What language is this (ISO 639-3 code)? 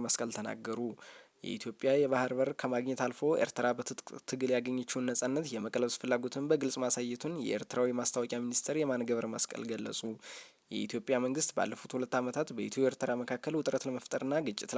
amh